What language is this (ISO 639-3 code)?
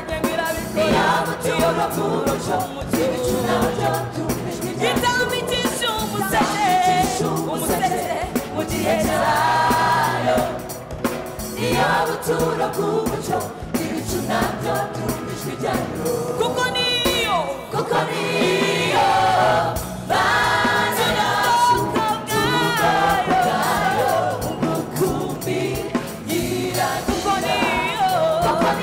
kin